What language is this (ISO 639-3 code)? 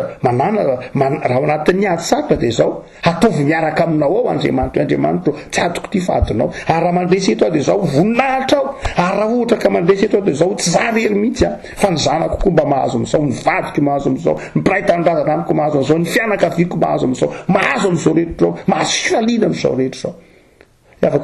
mlg